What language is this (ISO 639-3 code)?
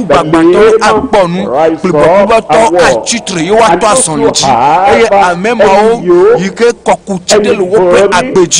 ewe